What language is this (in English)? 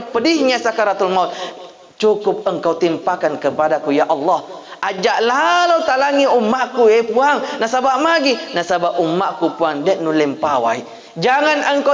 Buginese